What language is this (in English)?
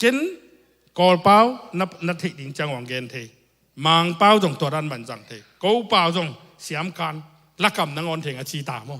Tedim Chin